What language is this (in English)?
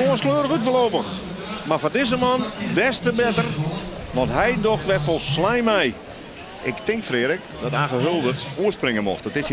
Western Frisian